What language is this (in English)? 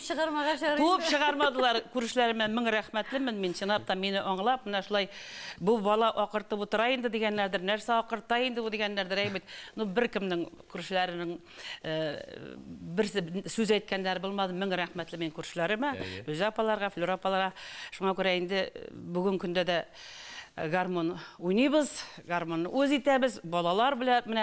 Tatar